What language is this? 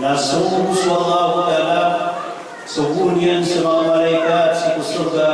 Maranao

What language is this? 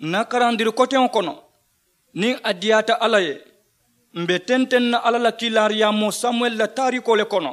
Mandingo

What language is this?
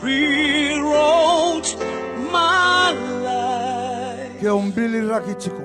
Fijian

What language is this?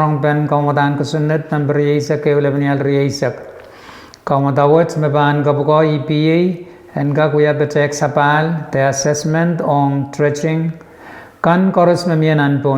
Pohnpeian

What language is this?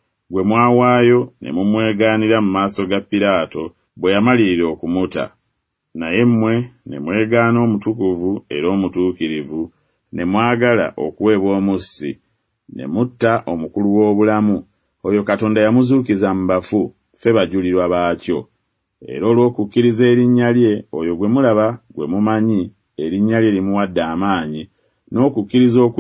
Ganda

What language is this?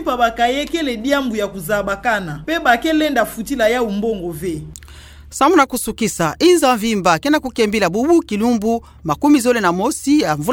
Kituba (Democratic Republic of Congo)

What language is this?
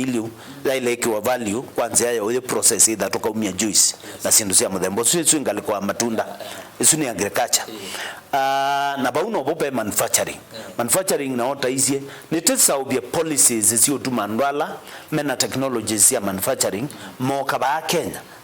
Kamba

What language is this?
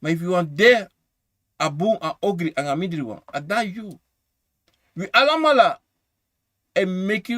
Sranan Tongo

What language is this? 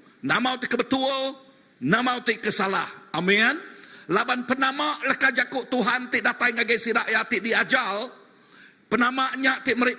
Iban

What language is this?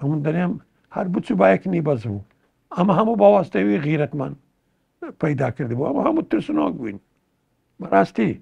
Central Kurdish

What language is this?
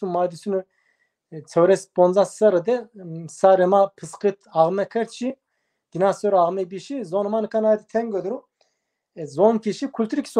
Zaza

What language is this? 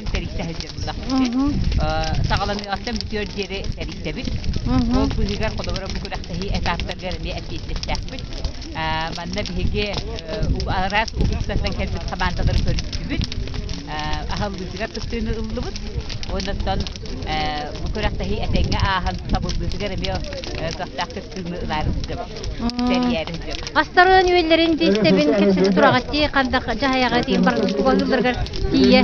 Yakut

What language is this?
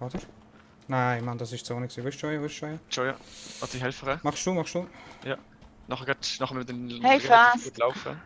Swiss German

